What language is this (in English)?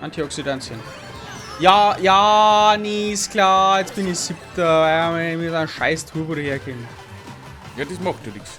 Bavarian